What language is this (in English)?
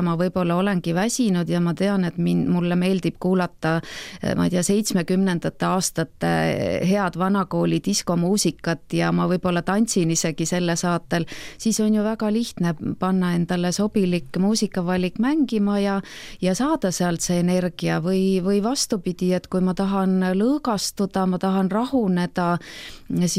Estonian